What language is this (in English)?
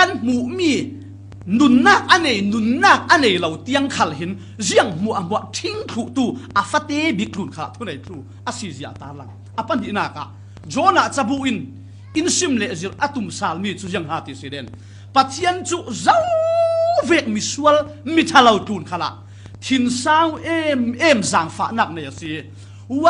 Falam Chin